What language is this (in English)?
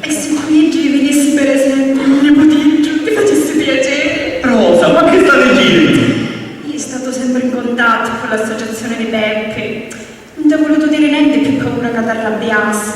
Sicilian